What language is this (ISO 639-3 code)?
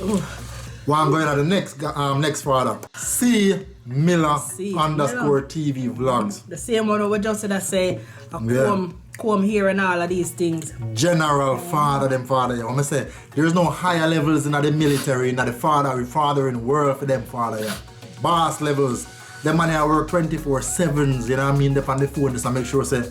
jam